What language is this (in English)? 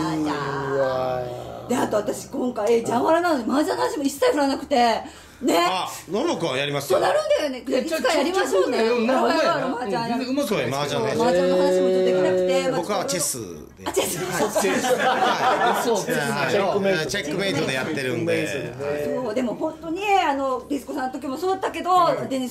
Japanese